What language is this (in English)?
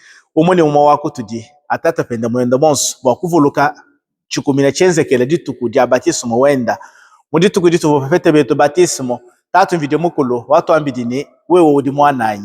Luba-Lulua